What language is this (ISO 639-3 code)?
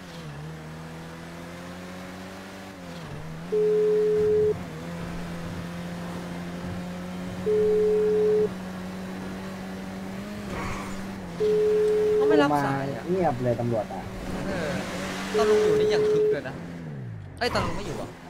tha